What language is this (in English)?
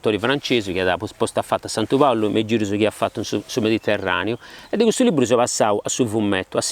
Sardinian